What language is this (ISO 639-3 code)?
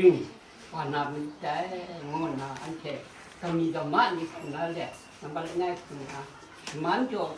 kac